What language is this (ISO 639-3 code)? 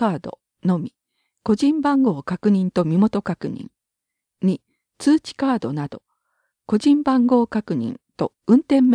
jpn